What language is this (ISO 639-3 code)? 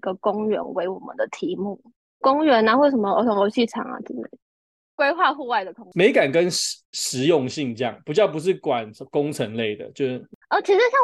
zho